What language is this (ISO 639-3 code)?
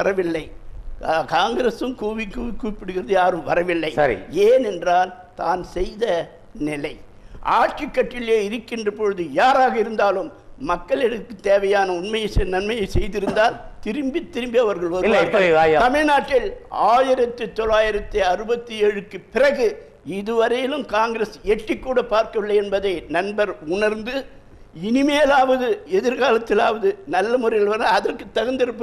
tam